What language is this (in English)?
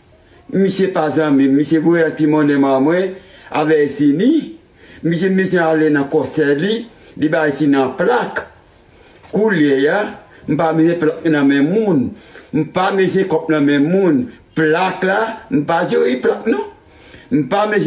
Haitian Creole